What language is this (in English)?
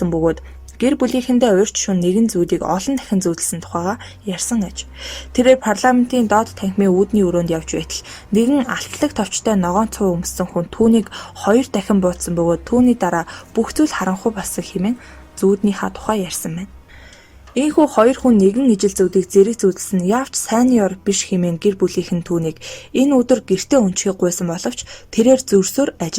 Mongolian